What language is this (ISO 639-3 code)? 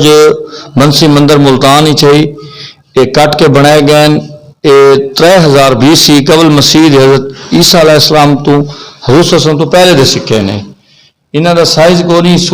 skr